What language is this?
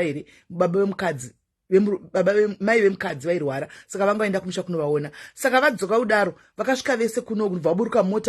Shona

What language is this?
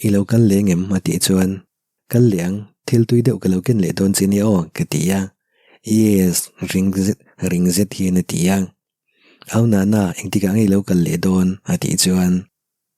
Mizo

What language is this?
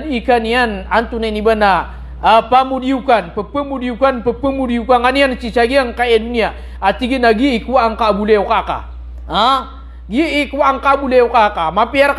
Maranao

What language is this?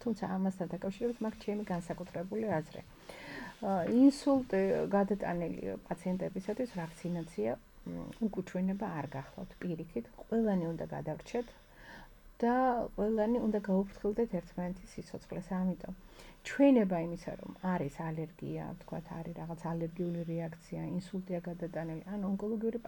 Georgian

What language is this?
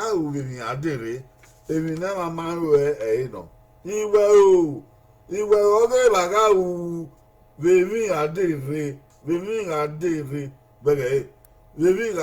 Bini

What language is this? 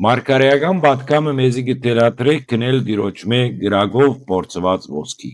Western Armenian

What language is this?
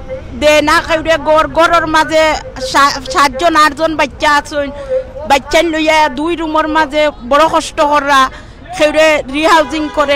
Sylheti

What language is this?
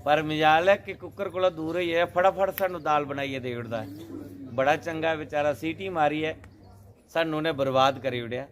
Dogri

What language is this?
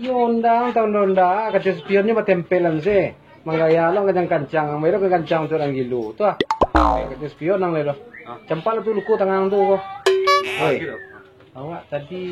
Minangkabau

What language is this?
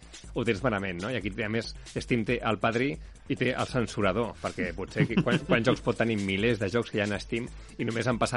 Catalan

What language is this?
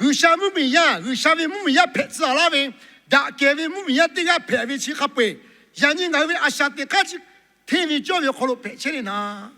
Lahu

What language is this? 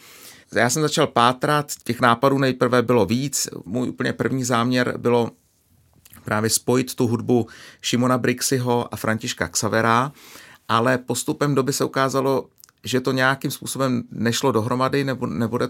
Czech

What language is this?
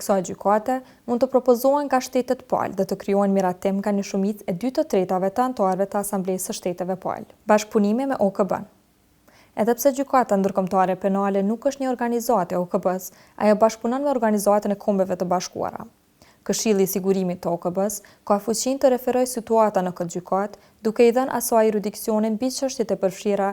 Albanian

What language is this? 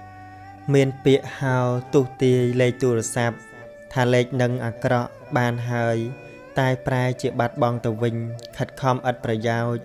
Khmer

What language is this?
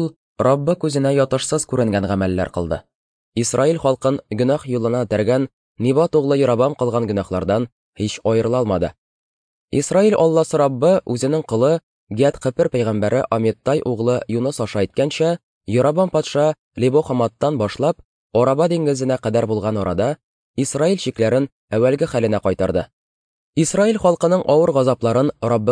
Tatar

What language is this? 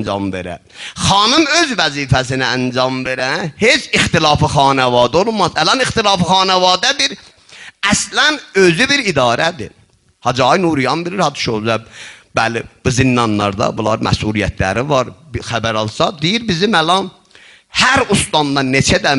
South Azerbaijani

